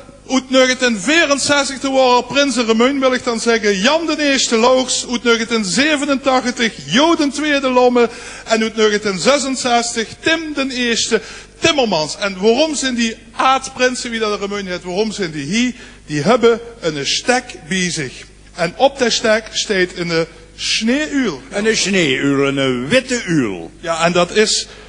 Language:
Limburgish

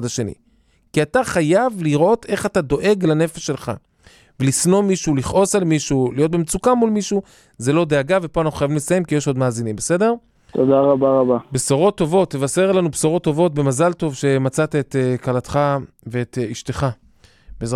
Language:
Hebrew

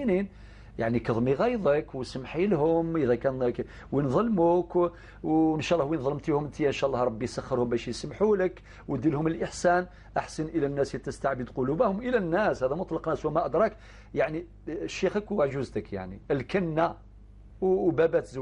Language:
Algerian Arabic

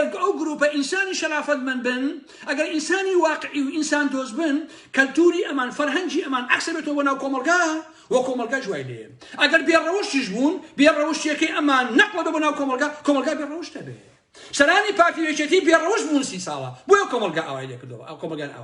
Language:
Central Kurdish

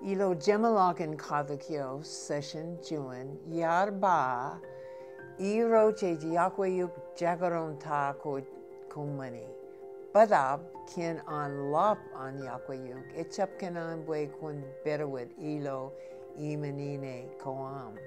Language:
Marshallese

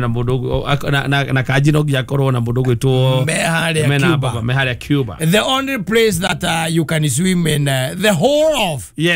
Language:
Kikuyu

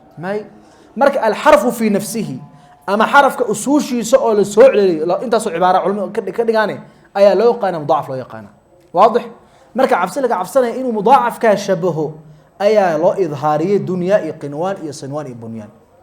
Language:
Somali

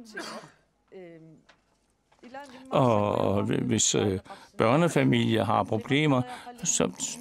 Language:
Danish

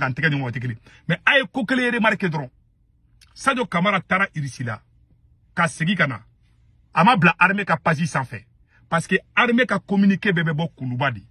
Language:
Bambara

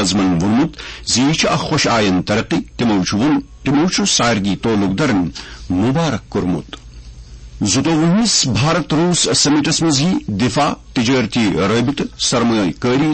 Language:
Kashmiri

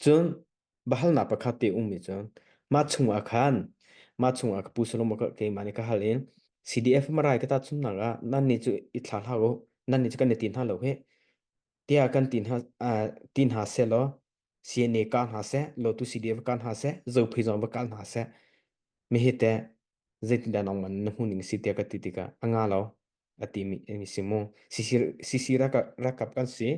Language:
Hakha Chin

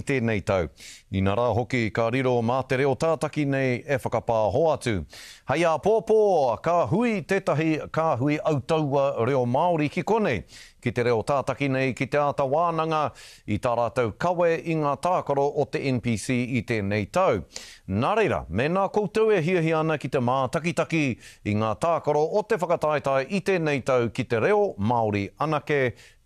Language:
Māori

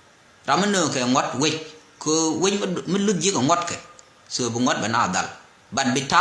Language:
Nuer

